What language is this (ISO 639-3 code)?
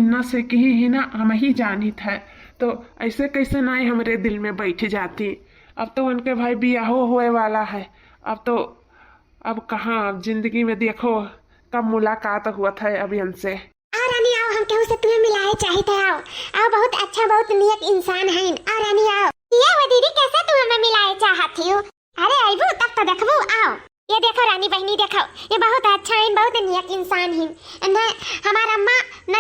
awa